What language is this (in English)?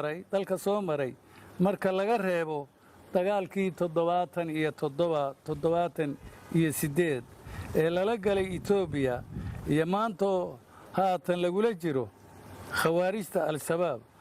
Somali